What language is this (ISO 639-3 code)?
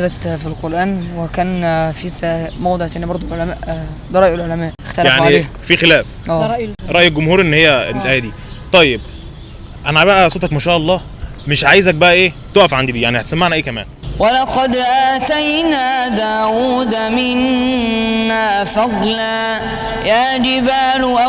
arz